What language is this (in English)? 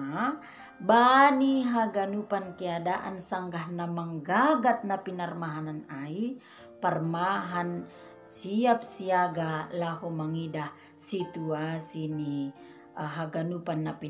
Batak Simalungun